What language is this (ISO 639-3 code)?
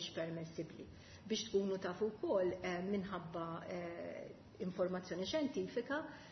mlt